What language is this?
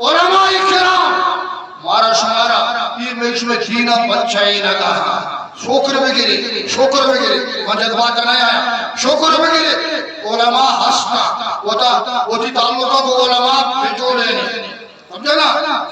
Eastern Balochi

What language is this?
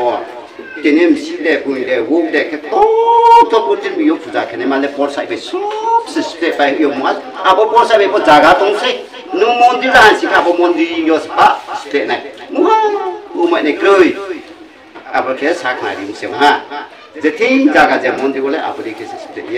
Riang (India)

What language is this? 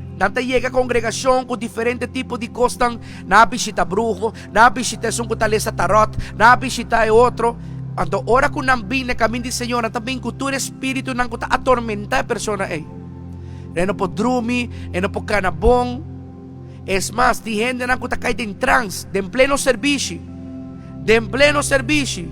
Papiamento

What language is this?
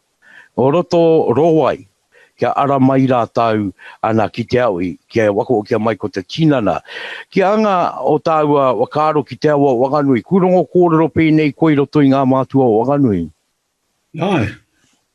Māori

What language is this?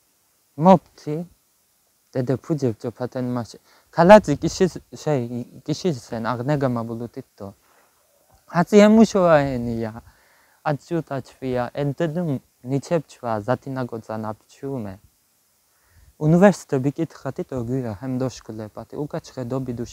Laz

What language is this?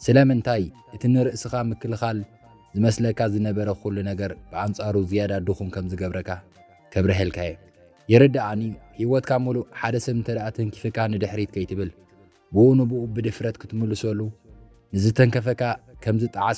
Tigrinya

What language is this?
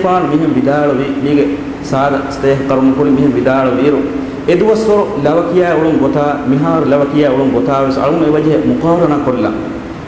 Divehi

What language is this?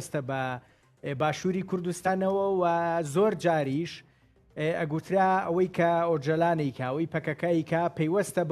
Central Kurdish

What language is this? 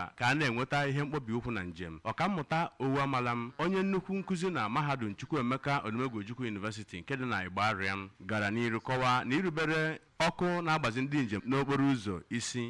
Igbo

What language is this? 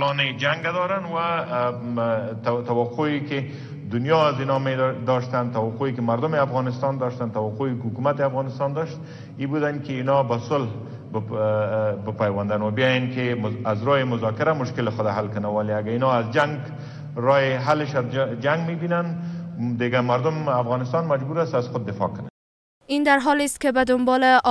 Persian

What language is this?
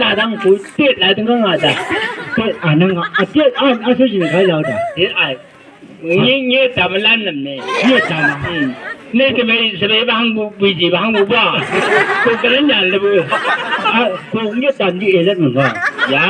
Chang Naga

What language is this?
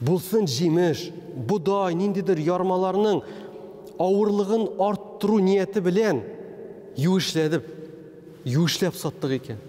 Tatar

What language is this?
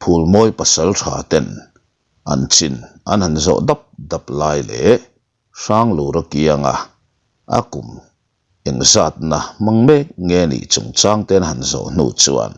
Mizo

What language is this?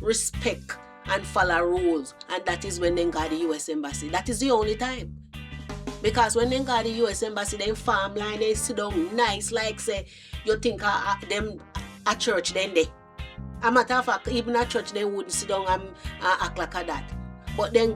Jamaican Creole English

